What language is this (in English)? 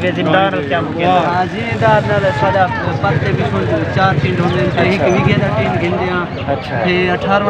Saraiki